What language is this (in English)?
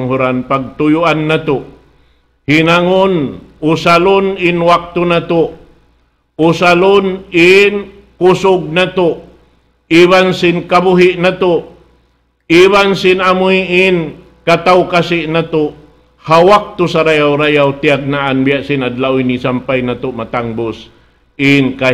Tausug